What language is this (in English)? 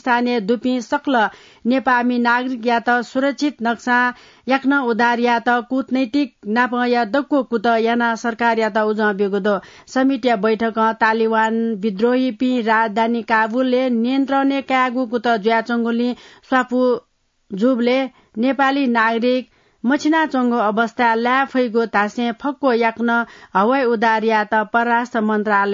Newari